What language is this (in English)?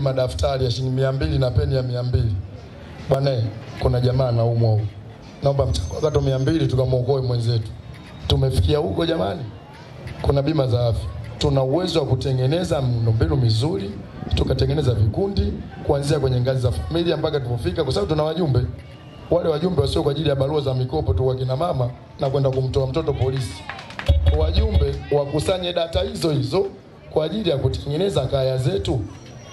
Swahili